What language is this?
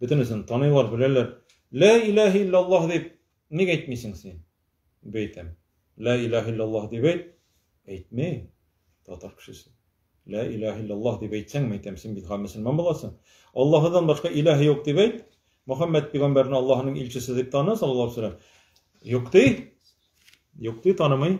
Tatar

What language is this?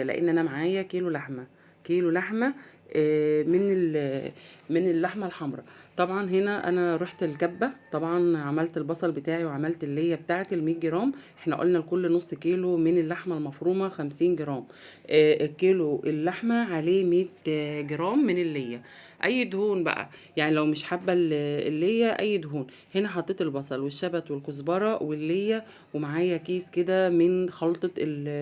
Egyptian Arabic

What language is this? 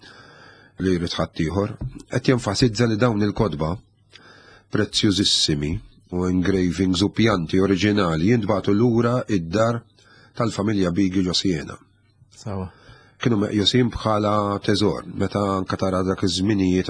Maltese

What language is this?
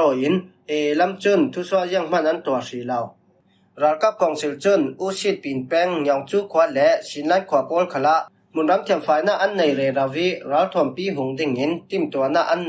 Falam Chin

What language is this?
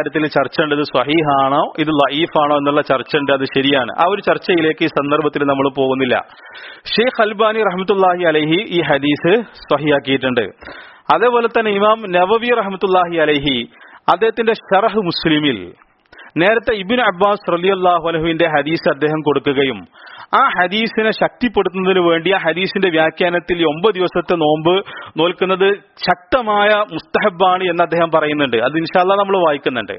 Malayalam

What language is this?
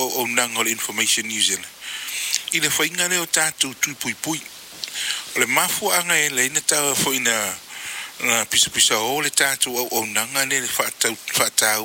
Samoan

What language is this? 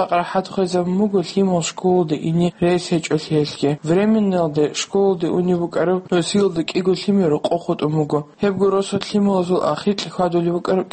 Avaric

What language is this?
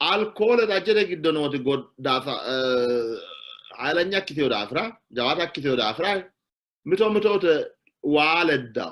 Sidamo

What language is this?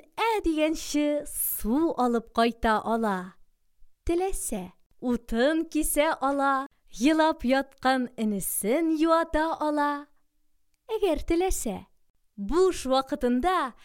Tatar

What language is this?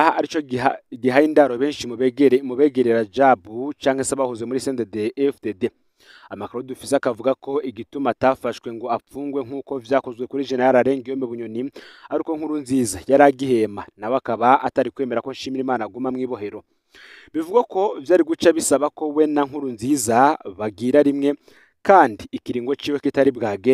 Rundi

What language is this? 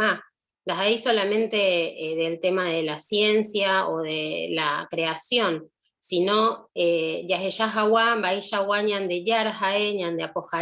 Guarani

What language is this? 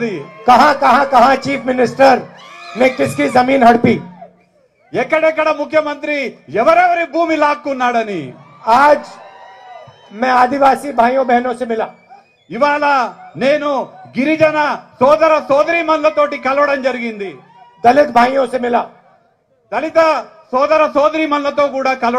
Telugu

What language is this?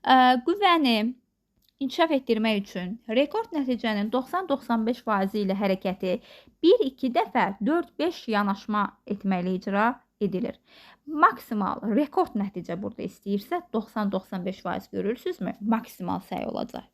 Azerbaijani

